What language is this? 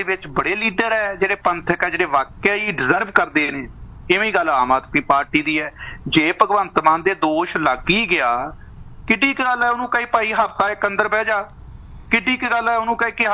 Punjabi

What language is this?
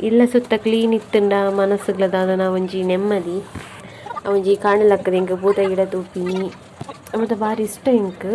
Tulu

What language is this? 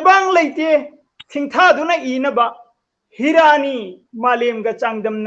Manipuri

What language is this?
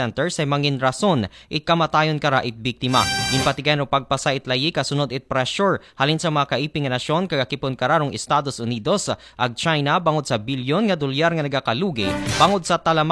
Aklanon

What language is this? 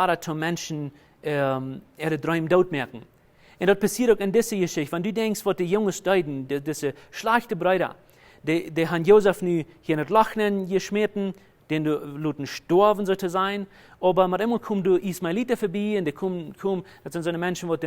Plautdietsch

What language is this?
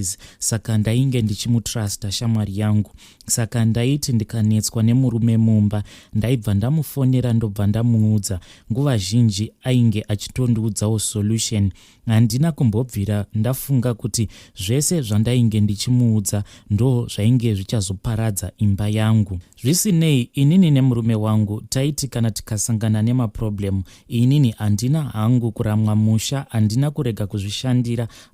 Shona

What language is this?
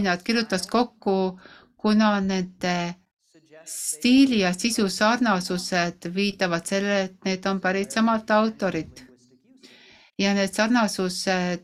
Estonian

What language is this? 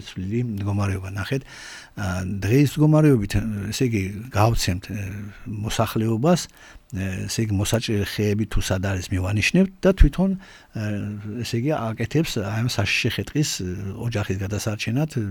Georgian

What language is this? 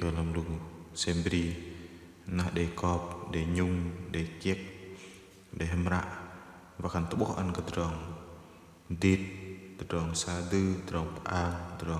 Bahnar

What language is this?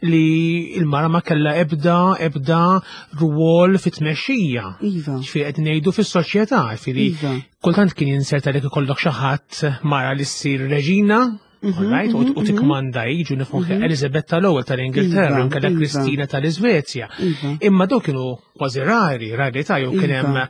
Maltese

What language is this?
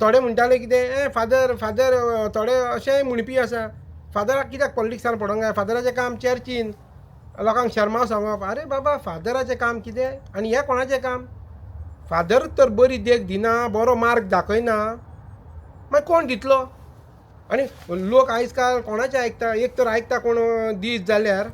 Konkani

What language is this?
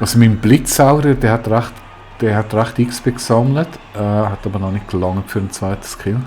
Swiss German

